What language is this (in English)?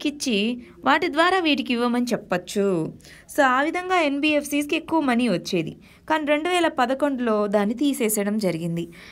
Telugu